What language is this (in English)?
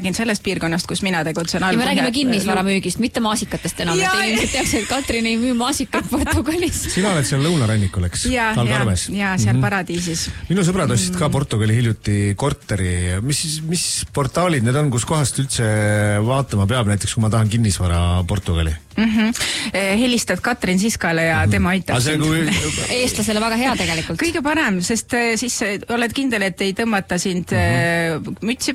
Estonian